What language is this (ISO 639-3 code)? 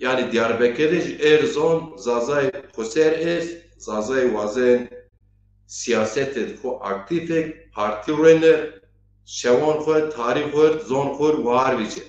zza